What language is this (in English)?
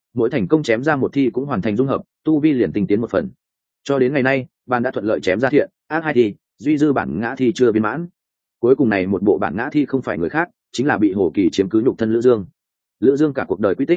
Vietnamese